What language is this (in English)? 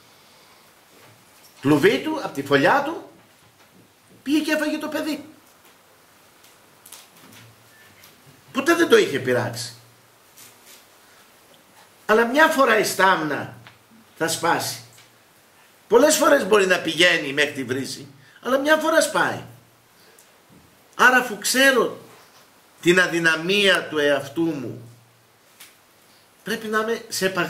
Greek